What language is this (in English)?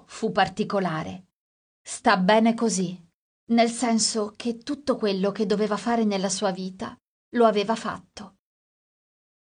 Italian